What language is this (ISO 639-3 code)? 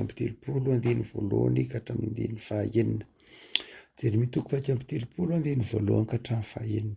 mlg